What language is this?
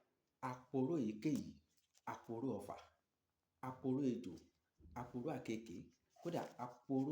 Yoruba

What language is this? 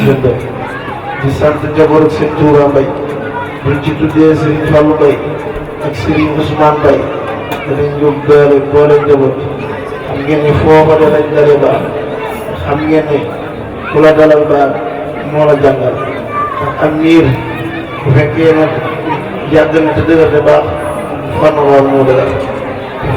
Wolof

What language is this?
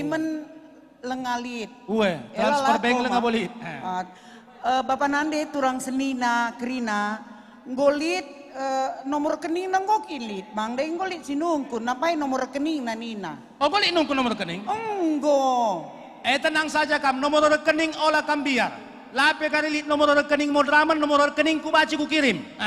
Batak Karo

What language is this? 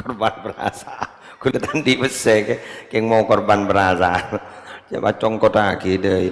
Madurese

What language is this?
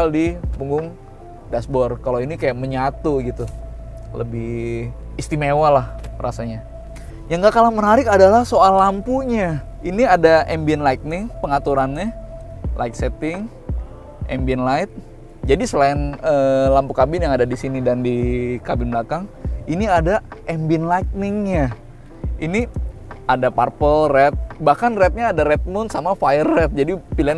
Indonesian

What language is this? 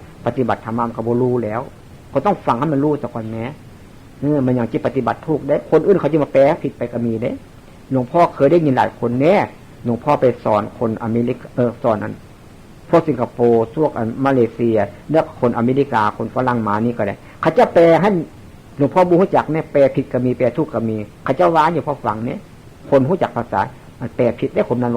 Northeastern Thai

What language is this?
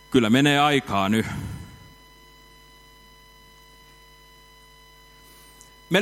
Finnish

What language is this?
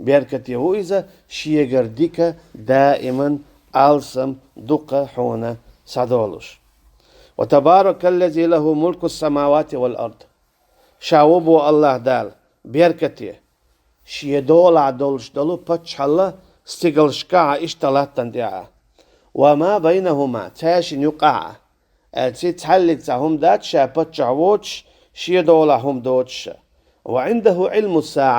Chechen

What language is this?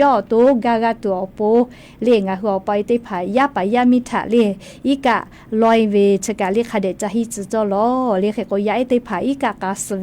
Lahu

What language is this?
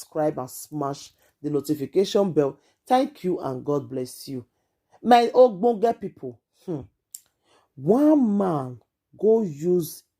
Nigerian Pidgin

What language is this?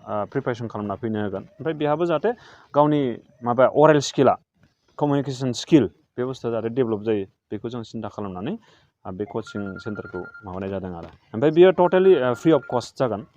Bodo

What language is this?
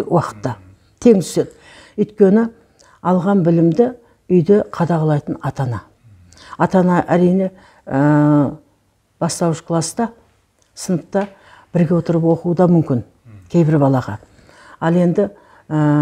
Kazakh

